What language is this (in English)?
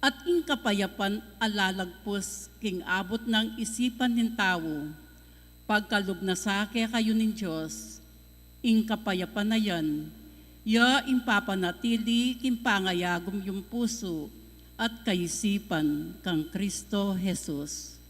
Pampanga